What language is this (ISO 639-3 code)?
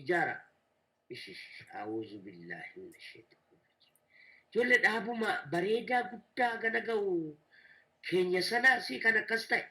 orm